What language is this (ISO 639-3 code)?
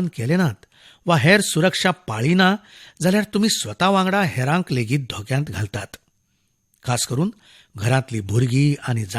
kok